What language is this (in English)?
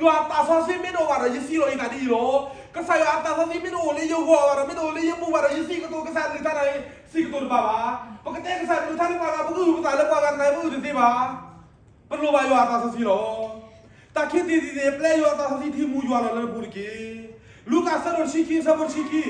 S'gaw Karen